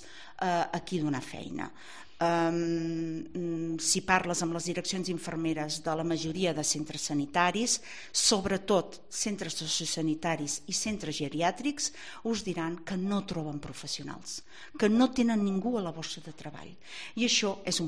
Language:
Catalan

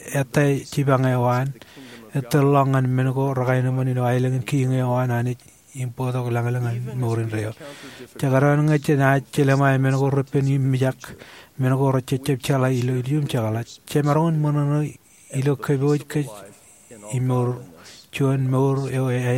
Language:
Marshallese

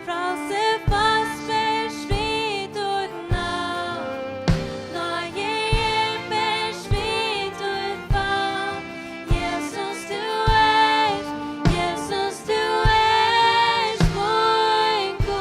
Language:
Faroese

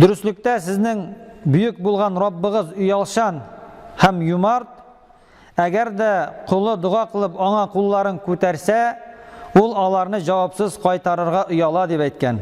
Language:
Tatar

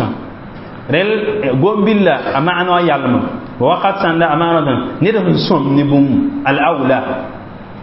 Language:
Mossi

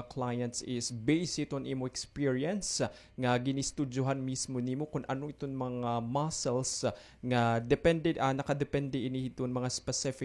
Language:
Waray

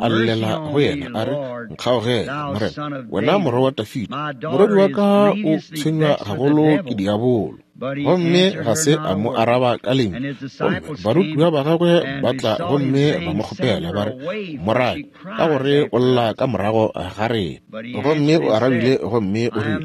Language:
Northern Sotho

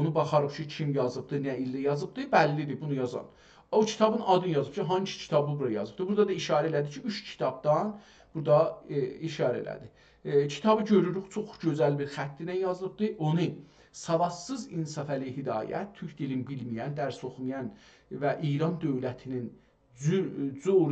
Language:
South Azerbaijani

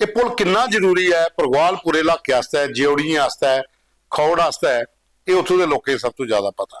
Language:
Dogri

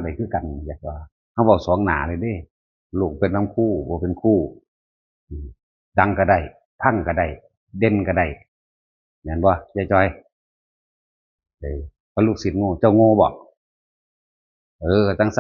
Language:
Northeastern Thai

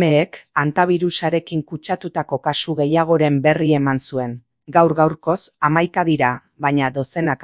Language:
Basque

